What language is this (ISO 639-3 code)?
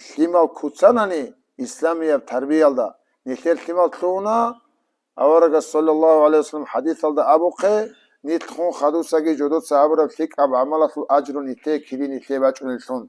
ava